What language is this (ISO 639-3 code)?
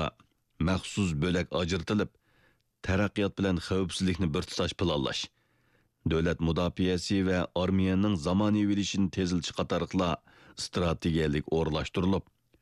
uig